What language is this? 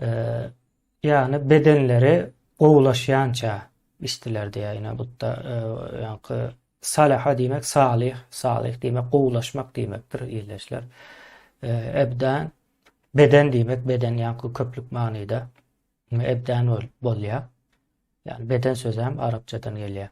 Turkmen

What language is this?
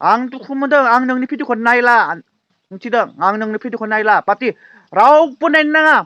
Bodo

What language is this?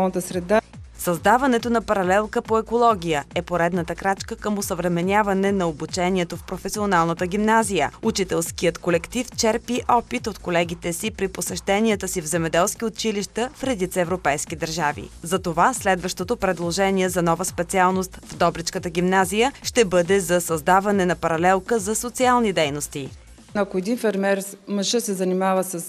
Bulgarian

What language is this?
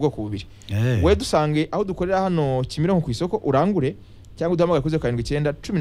Kinyarwanda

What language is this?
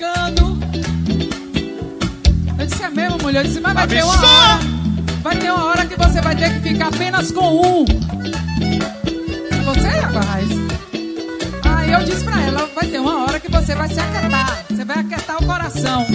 Portuguese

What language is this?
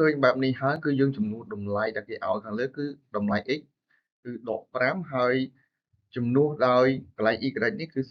Khmer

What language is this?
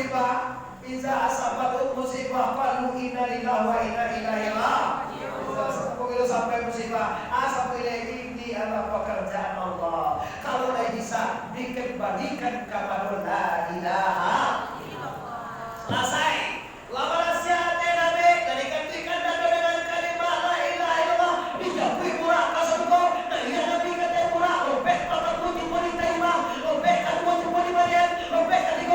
Minangkabau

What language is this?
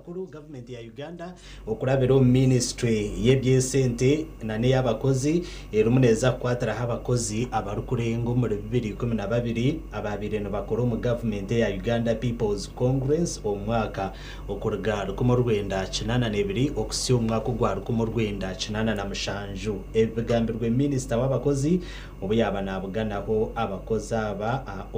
Nyankole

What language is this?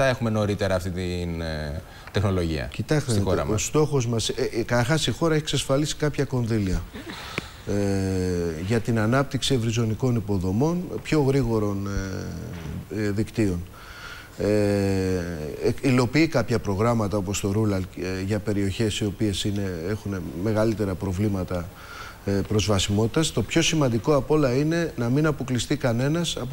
Greek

